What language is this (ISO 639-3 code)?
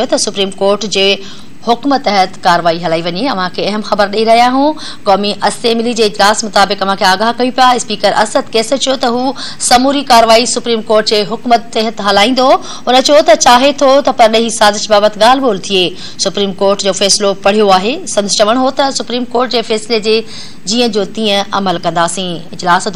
snd